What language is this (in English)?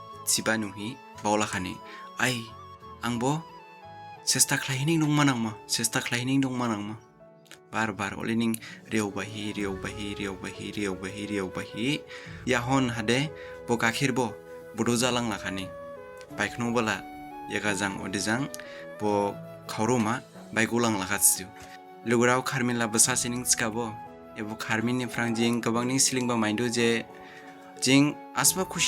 Dimasa